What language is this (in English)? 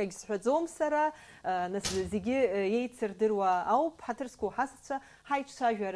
Abkhazian